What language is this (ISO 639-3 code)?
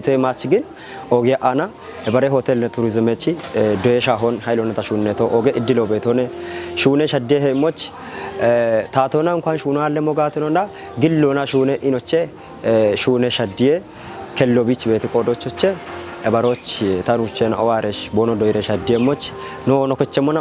kbr